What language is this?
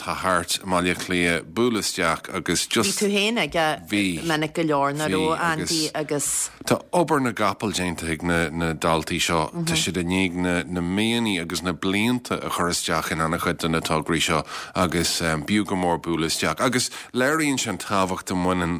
Irish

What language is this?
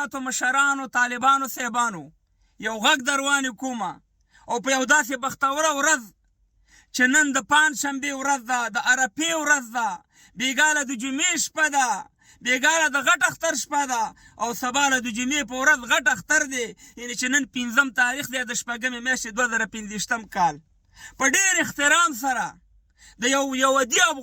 Pashto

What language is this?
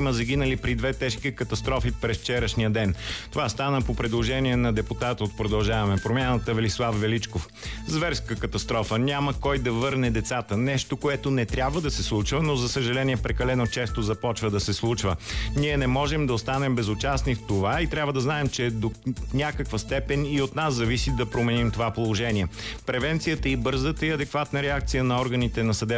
Bulgarian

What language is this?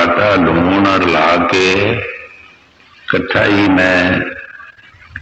Punjabi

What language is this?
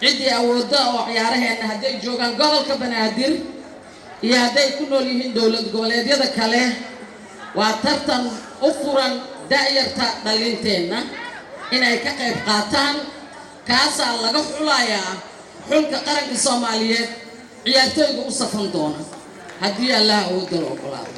Somali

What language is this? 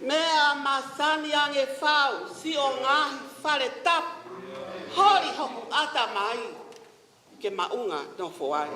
Tongan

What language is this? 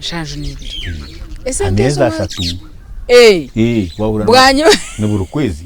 Nyankole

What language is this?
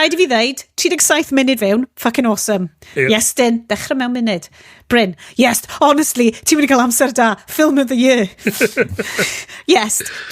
Welsh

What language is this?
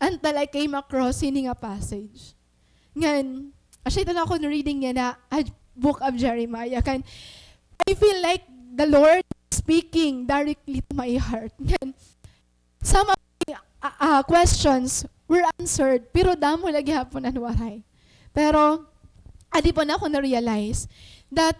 Waray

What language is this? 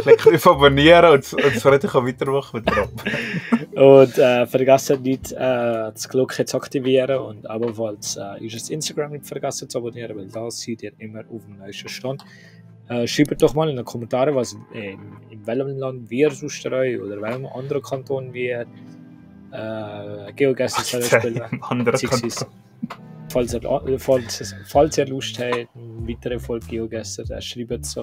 Swiss German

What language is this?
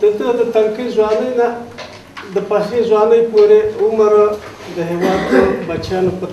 Pashto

